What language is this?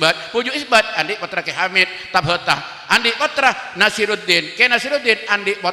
Madurese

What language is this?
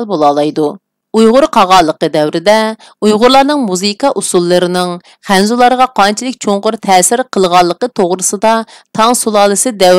Uyghur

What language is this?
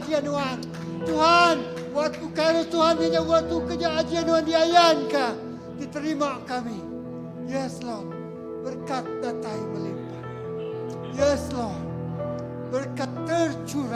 Iban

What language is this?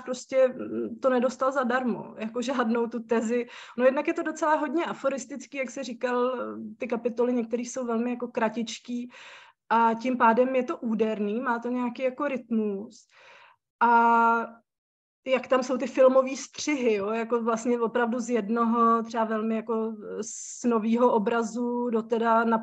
Czech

